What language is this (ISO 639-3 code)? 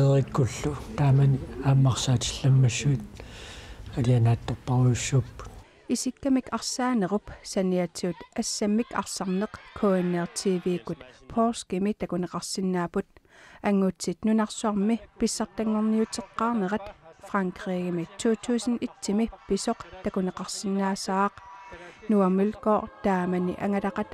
kal